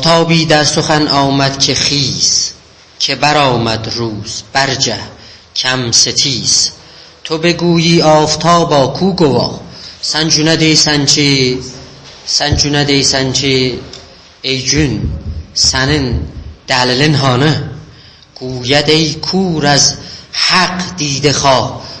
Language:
South Azerbaijani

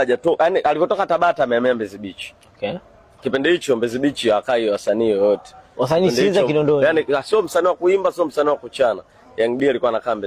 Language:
Swahili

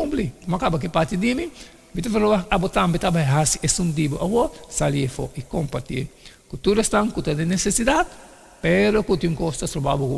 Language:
Papiamento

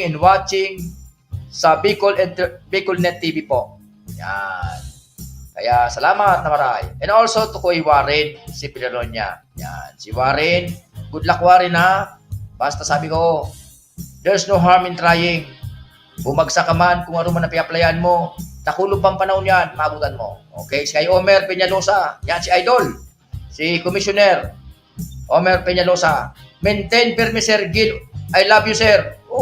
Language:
Bikol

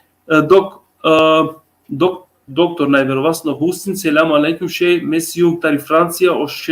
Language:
Balkan Romani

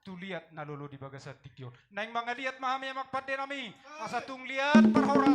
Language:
Batak Toba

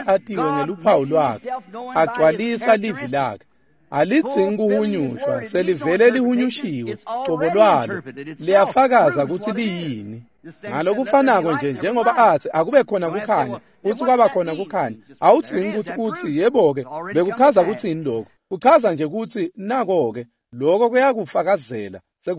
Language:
Swati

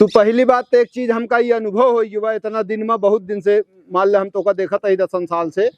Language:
Awadhi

